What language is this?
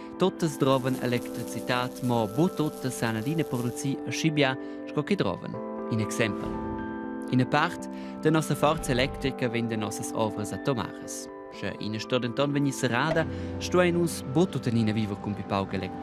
Romansh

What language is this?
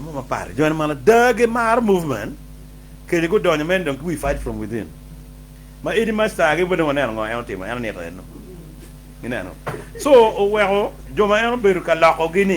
Acoli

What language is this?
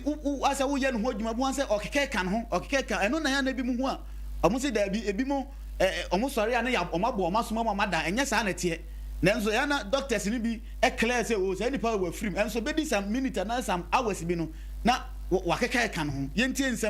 Akan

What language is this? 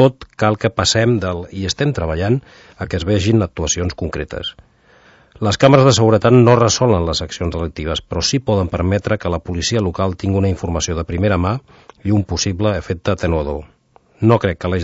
Catalan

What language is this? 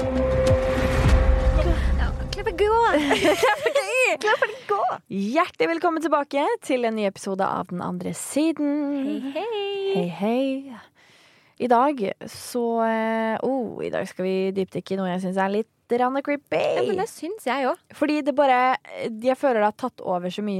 Norwegian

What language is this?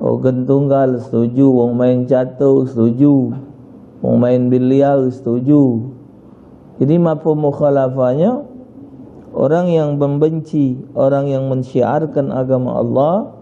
Musi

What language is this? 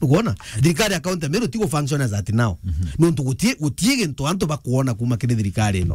Meru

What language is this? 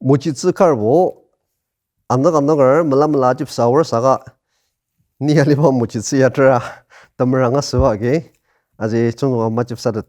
Ao Naga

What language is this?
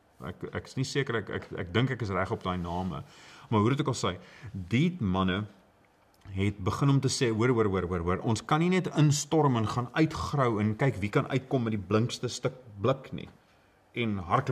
Afrikaans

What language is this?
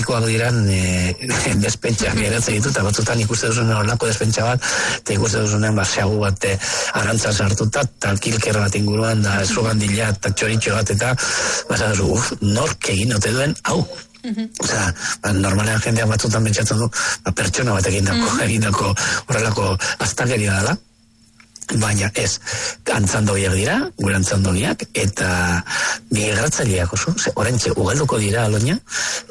Basque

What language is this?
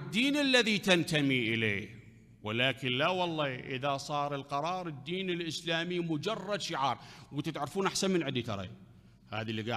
Mesopotamian Arabic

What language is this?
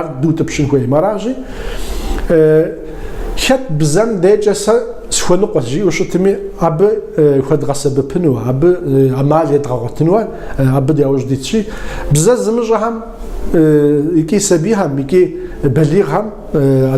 Kabardian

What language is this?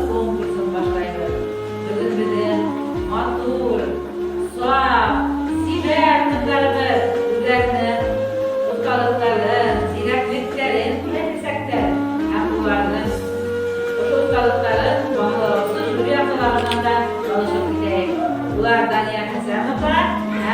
Bashkir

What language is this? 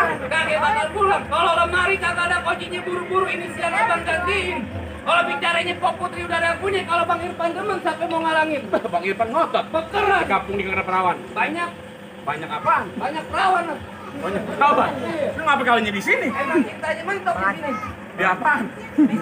Betawi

